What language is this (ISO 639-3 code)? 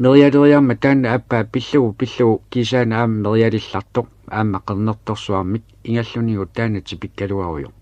kal